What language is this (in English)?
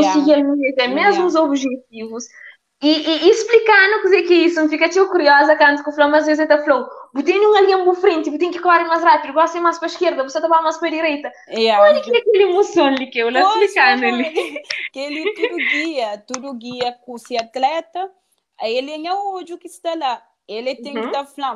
Kabuverdianu